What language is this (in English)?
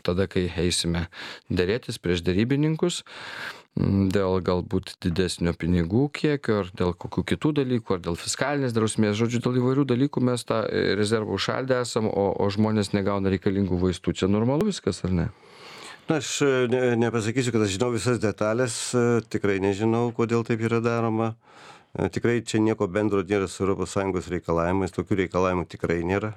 Lithuanian